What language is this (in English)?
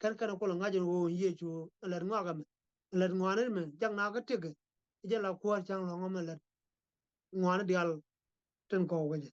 Nuer